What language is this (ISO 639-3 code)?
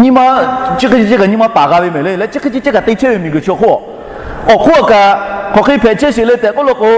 lhu